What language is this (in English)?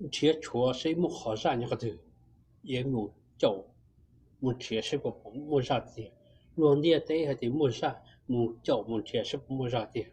Hmong